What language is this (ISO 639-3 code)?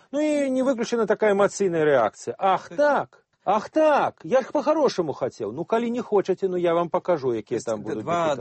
bel